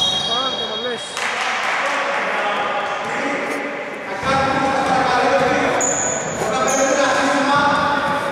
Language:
Greek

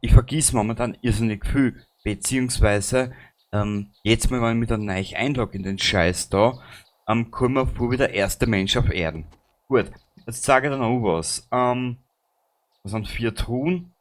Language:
Bavarian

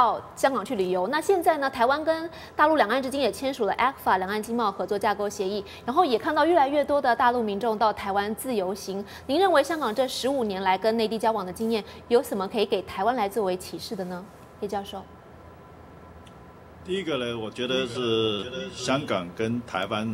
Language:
Chinese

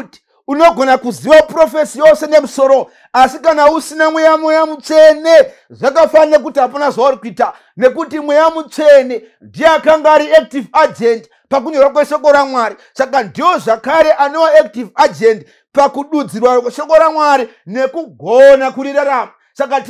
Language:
Shona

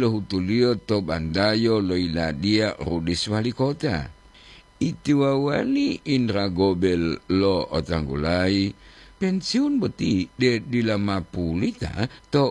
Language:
Gorontalo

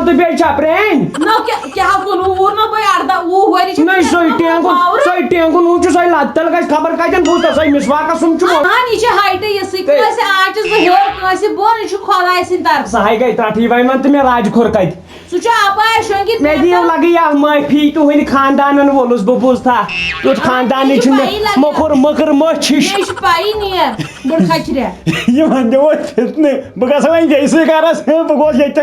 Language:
Kashmiri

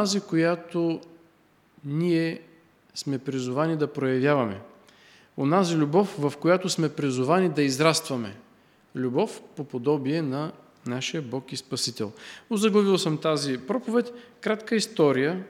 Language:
Bulgarian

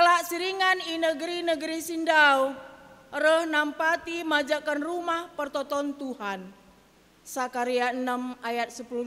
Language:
Batak Karo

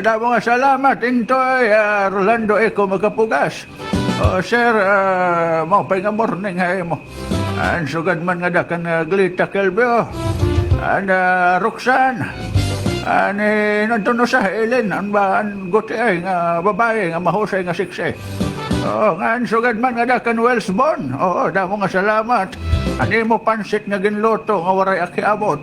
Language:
Waray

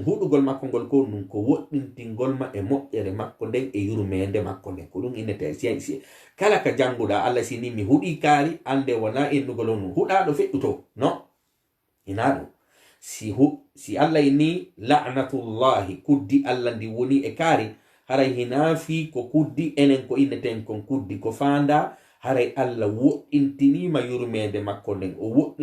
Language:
Fula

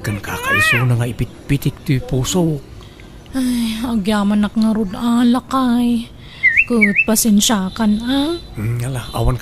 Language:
Iloko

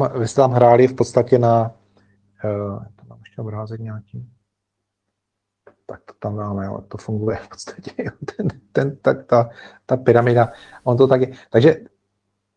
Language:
Czech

